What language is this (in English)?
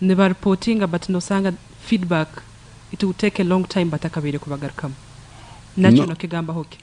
Nyankole